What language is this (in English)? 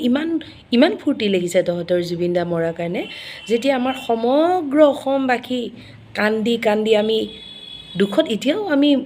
Assamese